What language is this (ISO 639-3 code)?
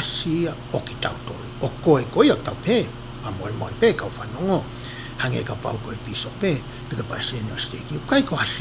ton